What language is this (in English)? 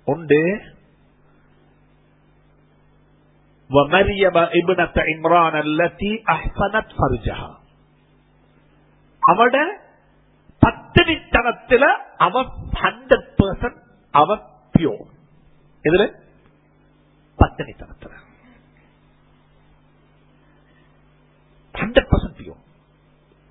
Tamil